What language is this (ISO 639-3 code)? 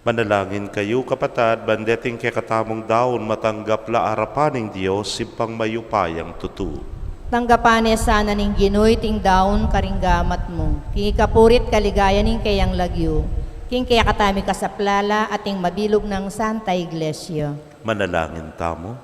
pam